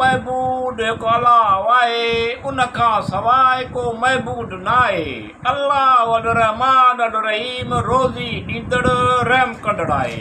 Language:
Sindhi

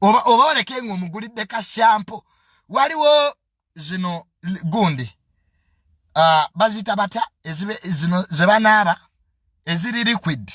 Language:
Ganda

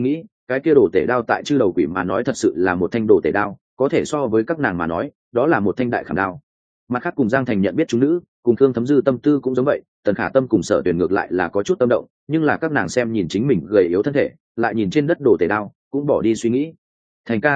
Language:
Vietnamese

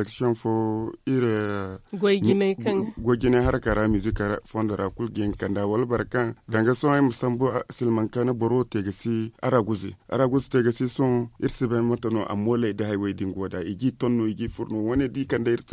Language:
Zarma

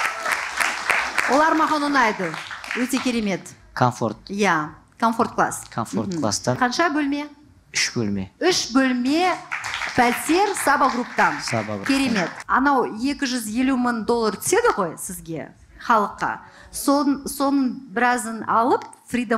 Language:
Kazakh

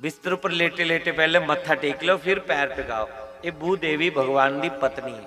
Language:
Dogri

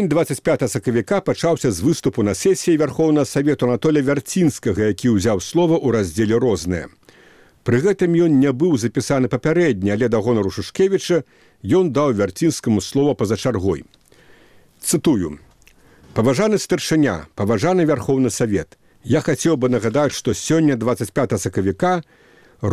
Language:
Belarusian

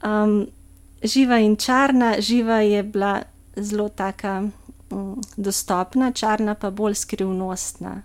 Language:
Slovenian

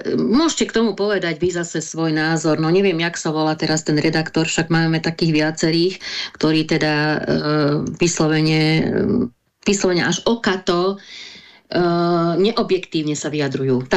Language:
Slovak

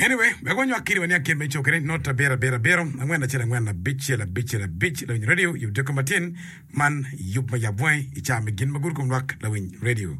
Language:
Acoli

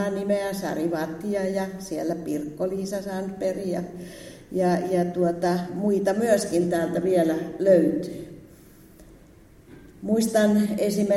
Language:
Finnish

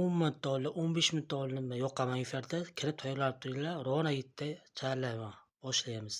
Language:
Uzbek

